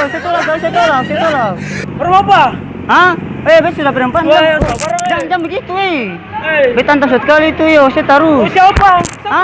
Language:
Ambonese Malay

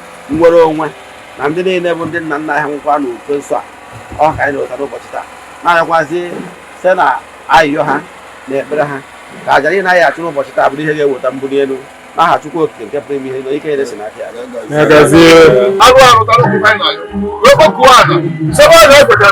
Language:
Igbo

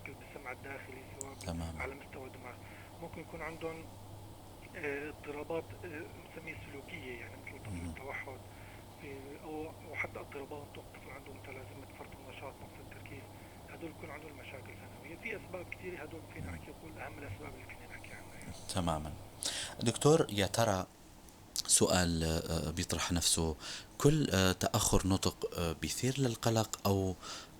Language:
North Levantine Arabic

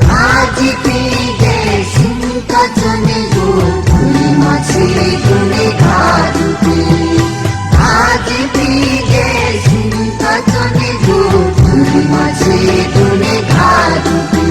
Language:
Newari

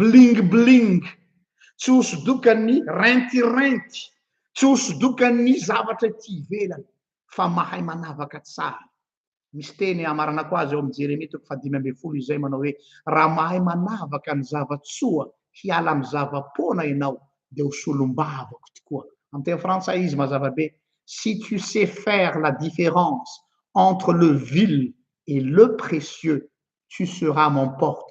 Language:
Malagasy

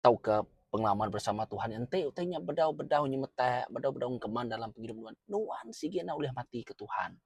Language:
Iban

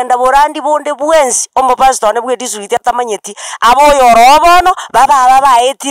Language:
Gusii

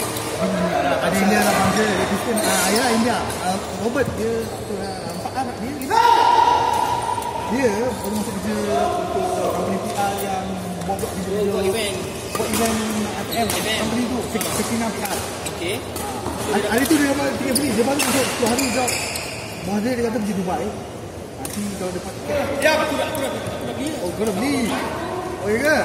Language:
Malay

